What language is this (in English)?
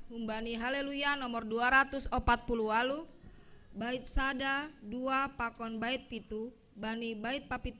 Batak Simalungun